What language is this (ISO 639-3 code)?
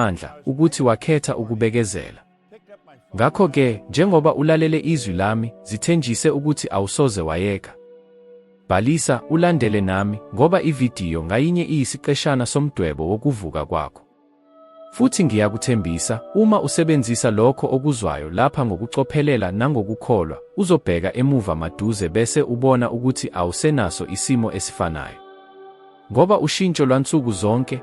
zul